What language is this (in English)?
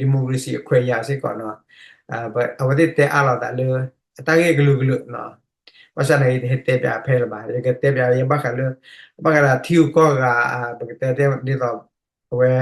S'gaw Karen